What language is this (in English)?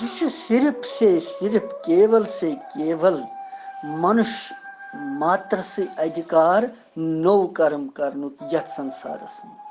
Kashmiri